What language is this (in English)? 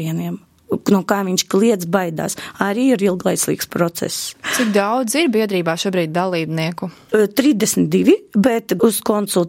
Latvian